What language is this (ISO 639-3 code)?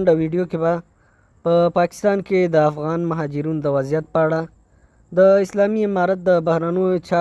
pus